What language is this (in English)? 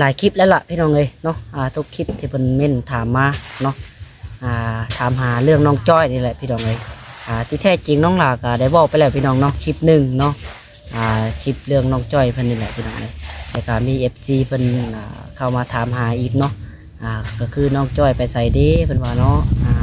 Lao